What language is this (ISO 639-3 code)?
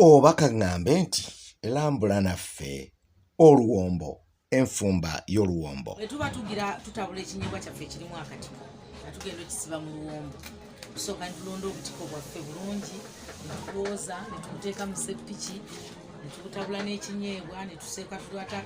lug